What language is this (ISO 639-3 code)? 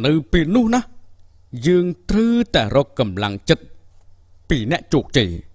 khm